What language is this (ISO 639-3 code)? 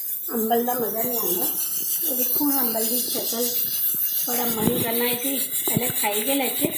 doi